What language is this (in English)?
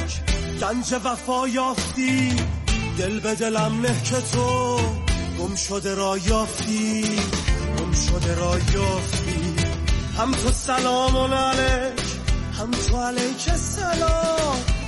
Persian